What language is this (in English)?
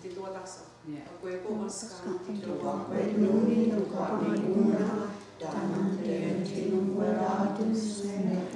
Mohawk